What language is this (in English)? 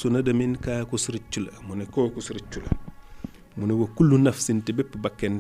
Wolof